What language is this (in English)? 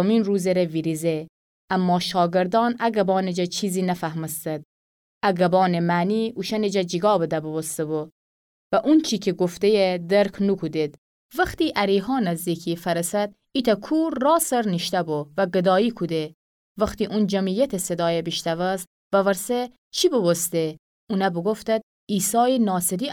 Gilaki